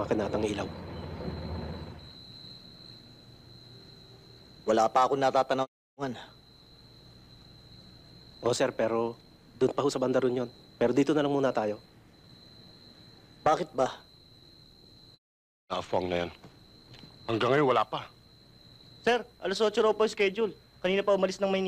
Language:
Filipino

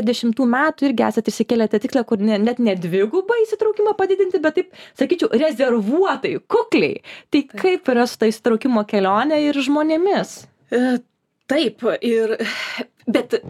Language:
Lithuanian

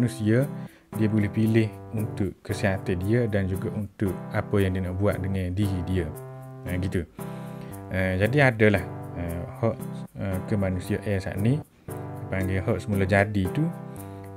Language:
Malay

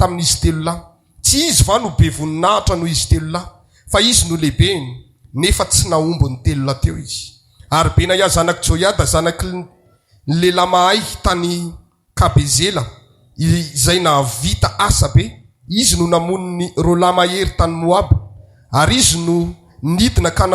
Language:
Malagasy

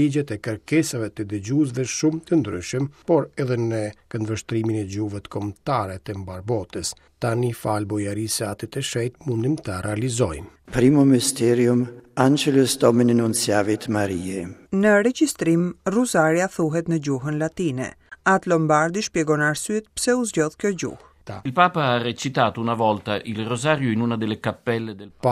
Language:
Albanian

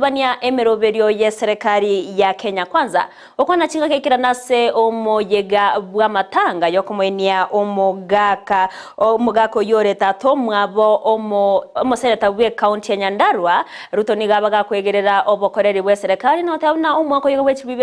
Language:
Gusii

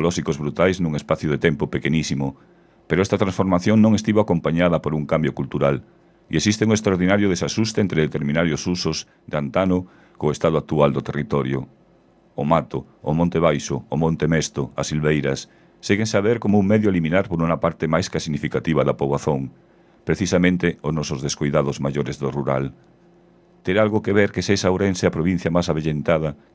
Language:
Galician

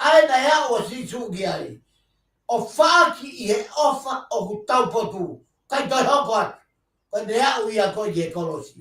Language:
Tongan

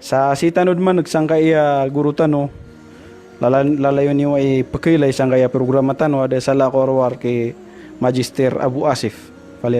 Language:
Maranao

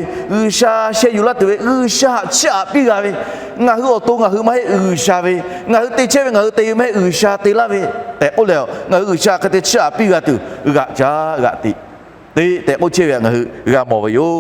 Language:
Lahu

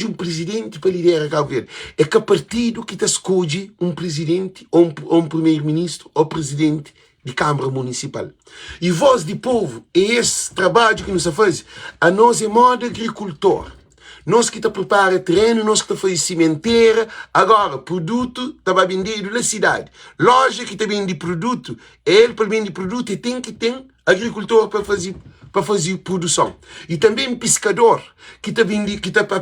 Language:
Kabuverdianu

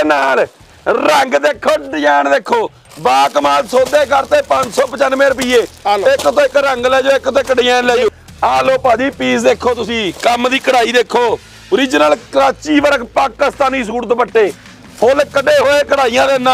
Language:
Punjabi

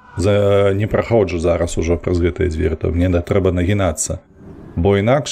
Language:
Belarusian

